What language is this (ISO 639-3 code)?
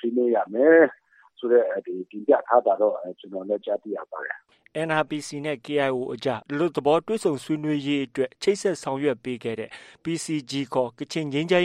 mya